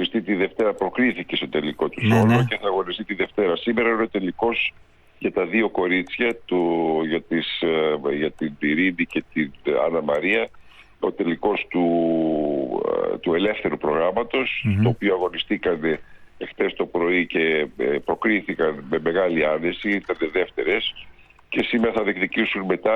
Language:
Greek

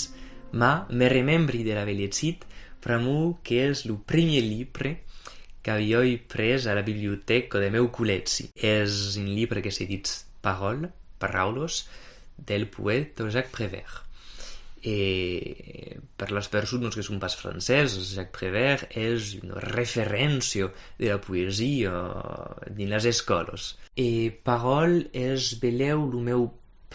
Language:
Occitan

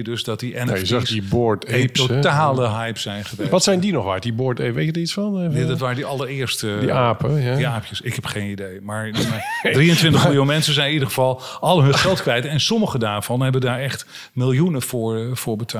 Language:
Dutch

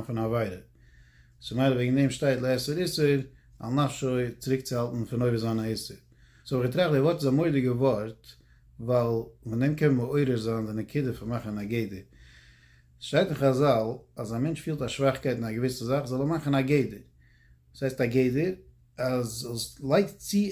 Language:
Yiddish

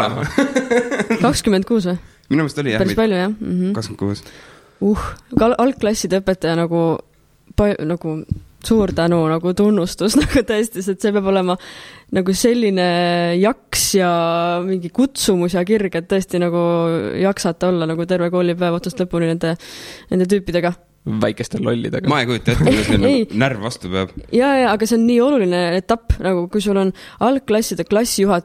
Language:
Estonian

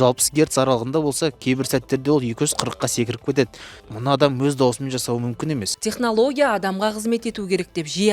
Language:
Kazakh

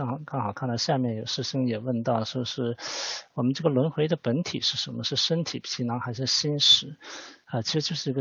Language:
Chinese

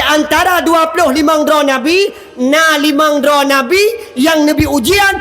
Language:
Achinese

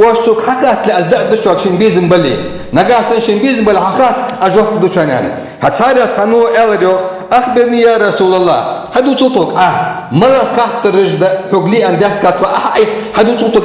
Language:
Ingush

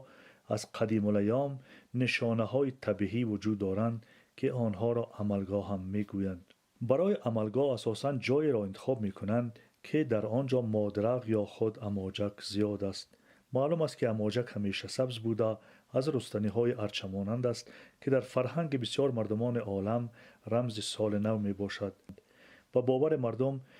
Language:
Persian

